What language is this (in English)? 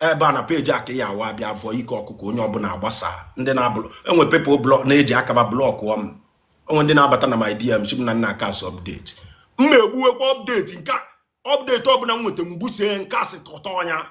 Igbo